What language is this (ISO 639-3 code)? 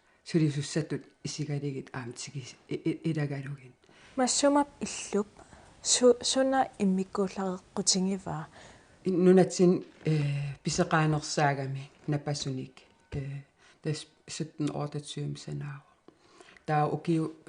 kal